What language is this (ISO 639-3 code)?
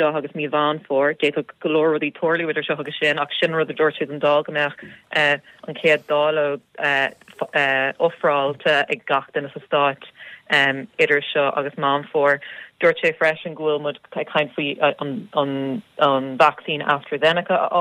gle